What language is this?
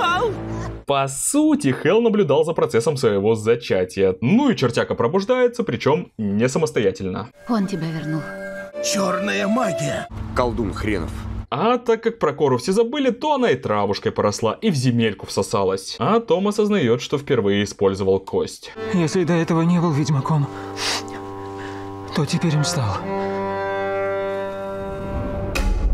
Russian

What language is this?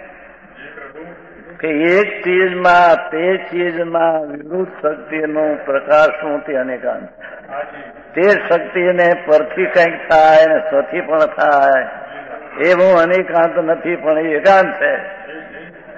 Gujarati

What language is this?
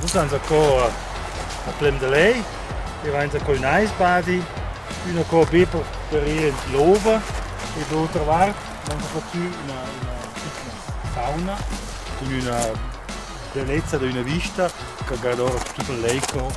Romansh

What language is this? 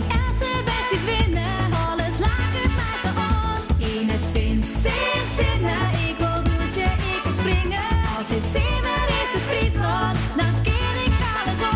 Western Frisian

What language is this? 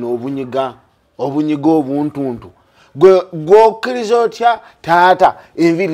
Ganda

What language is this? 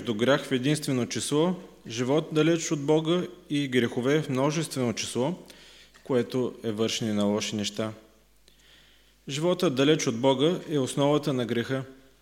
Bulgarian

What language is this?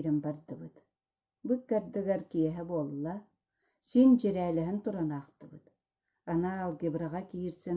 Yakut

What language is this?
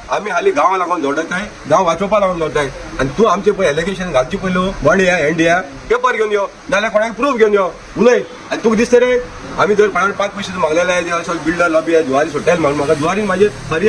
Konkani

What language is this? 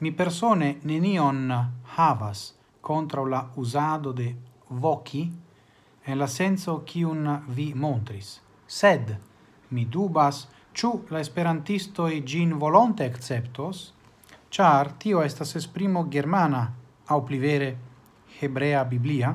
Esperanto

